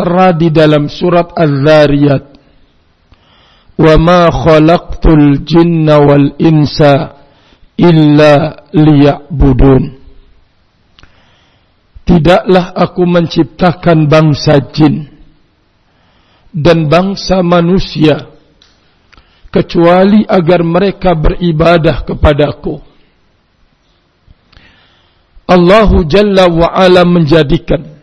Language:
Indonesian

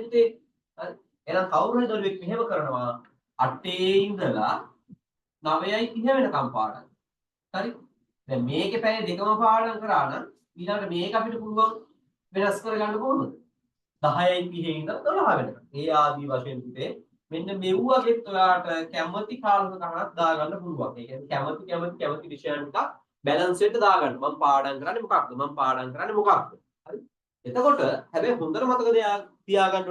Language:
Sinhala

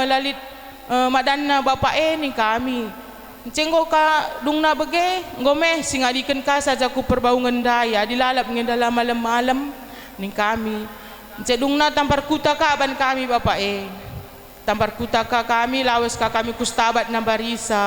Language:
Batak Karo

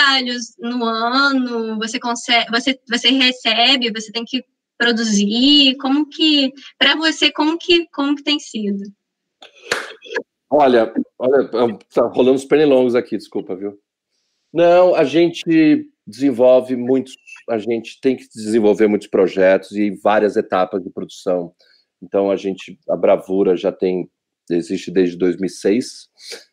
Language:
Portuguese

